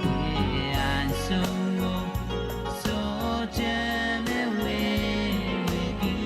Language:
Pohnpeian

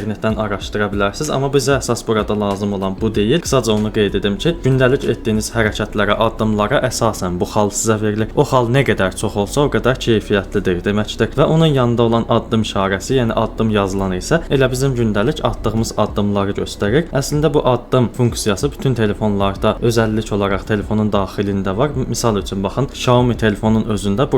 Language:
Azerbaijani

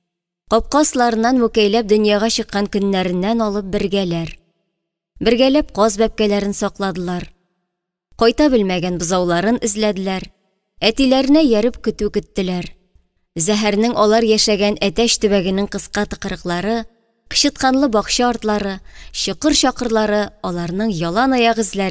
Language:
Tatar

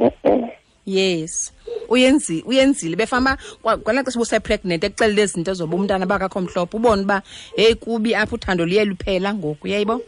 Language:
Xhosa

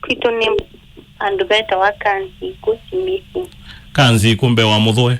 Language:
Kamba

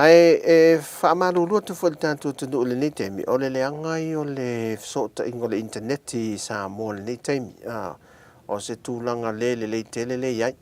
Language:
Samoan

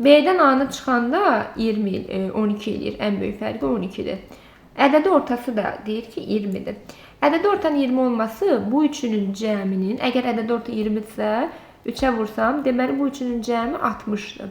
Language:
Azerbaijani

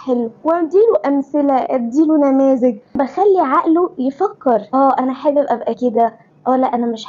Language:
Egyptian Arabic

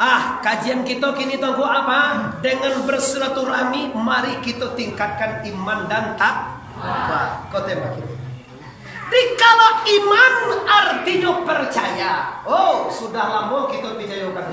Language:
Minangkabau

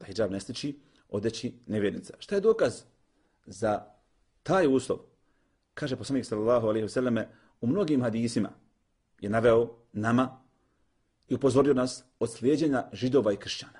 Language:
Bosnian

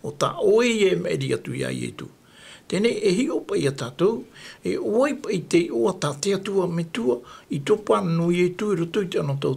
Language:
Tahitian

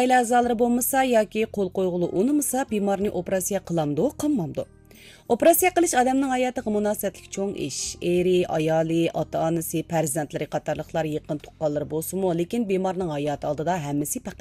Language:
Uyghur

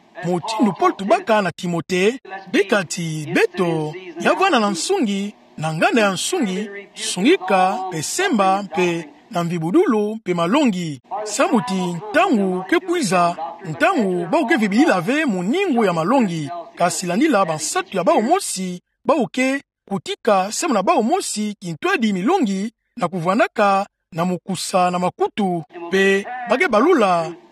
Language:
Kituba (Democratic Republic of Congo)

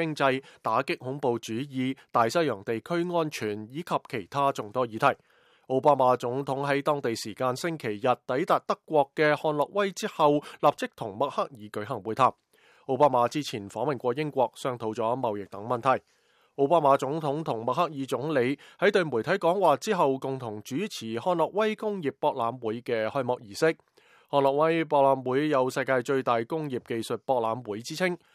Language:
Cantonese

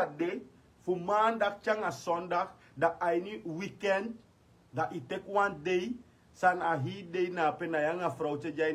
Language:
Sranan Tongo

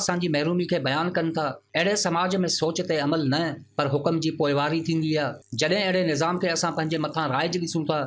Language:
Sindhi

